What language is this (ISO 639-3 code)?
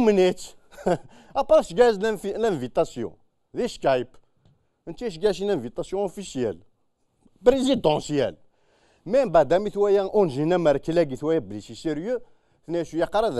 kab